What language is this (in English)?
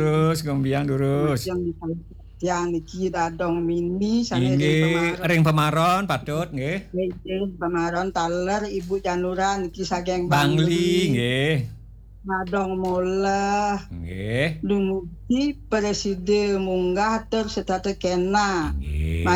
Balinese